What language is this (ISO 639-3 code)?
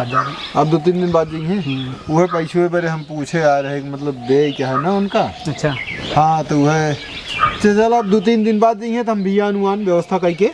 awa